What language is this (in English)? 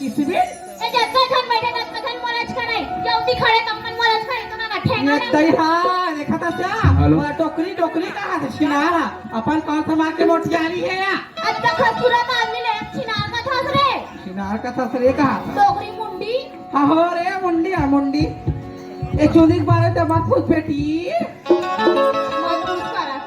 Chhattisgarhi